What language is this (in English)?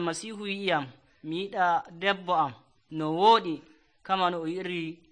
Nigerian Fulfulde